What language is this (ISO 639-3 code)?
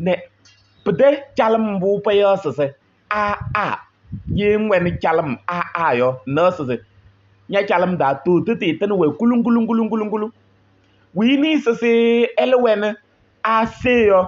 kbp